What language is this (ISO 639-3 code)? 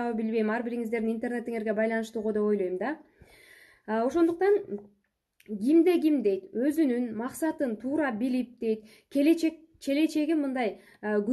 kir